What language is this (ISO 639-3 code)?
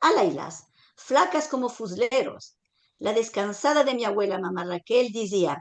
lad